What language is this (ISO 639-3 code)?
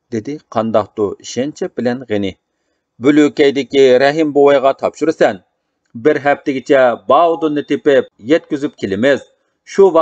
uig